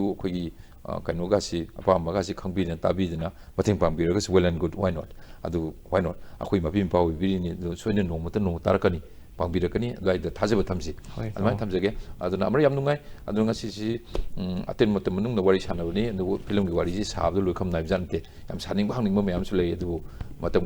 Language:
Manipuri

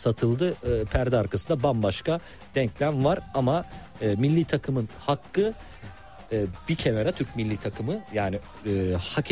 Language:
Turkish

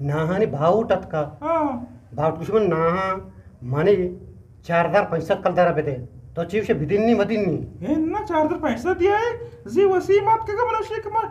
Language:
Eastern Balochi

